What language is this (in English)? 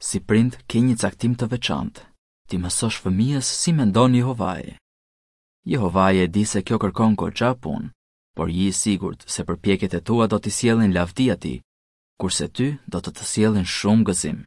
Albanian